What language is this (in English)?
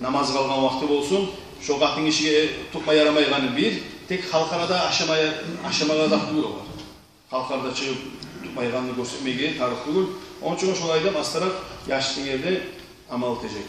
Kumyk